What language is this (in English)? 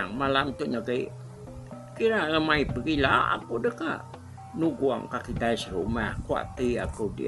Iban